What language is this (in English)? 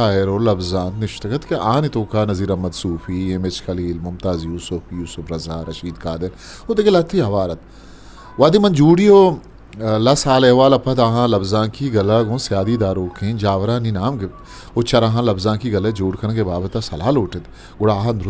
Eastern Balochi